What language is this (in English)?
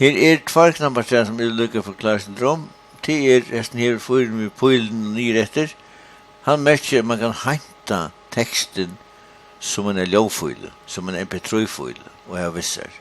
Faroese